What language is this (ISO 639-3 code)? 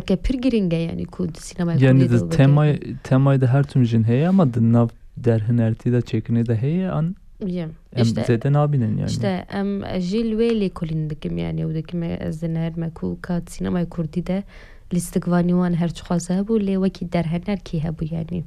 kur